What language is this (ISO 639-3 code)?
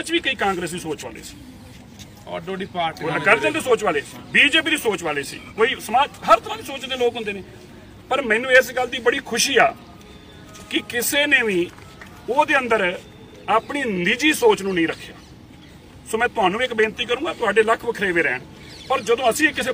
pan